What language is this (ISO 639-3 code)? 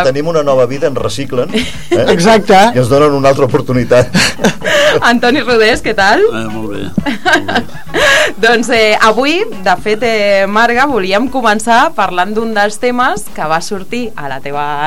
cat